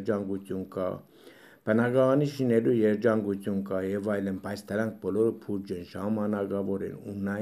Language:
Armenian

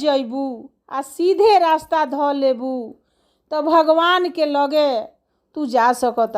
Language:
Bhojpuri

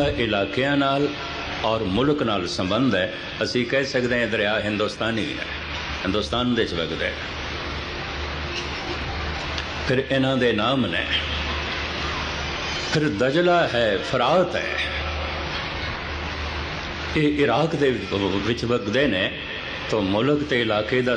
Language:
Punjabi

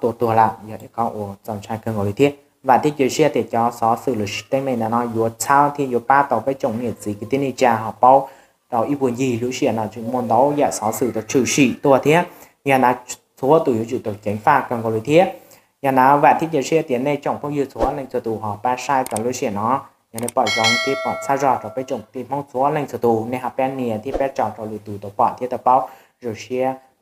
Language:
Hmong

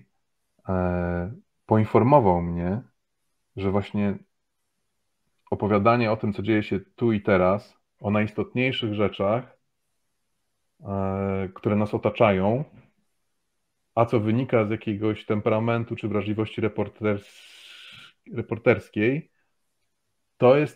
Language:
Polish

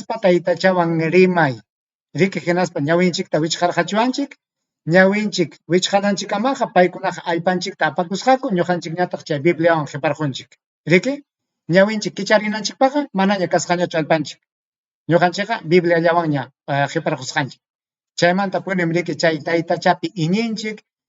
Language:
Ayacucho Quechua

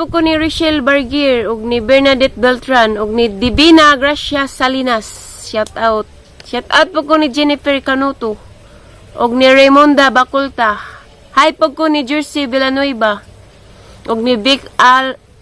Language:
Cebuano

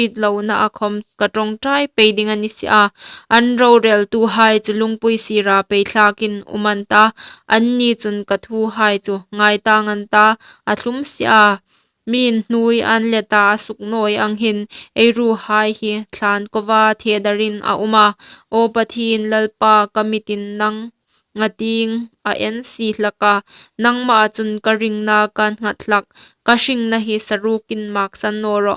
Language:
Hmar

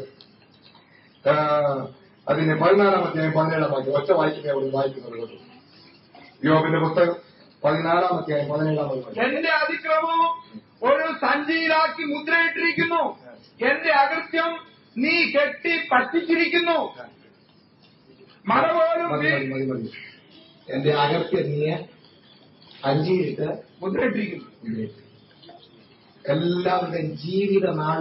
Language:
Malayalam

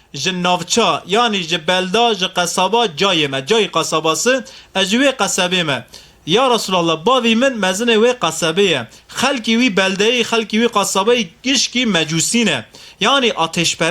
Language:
Kurdish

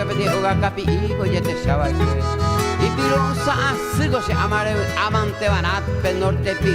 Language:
Guarani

